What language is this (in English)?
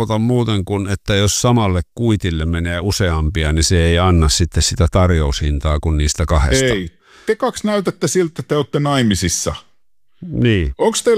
Finnish